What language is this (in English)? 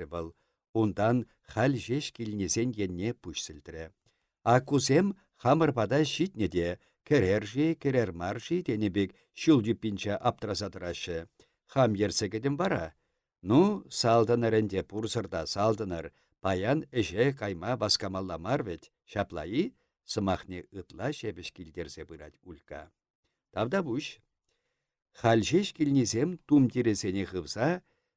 Chuvash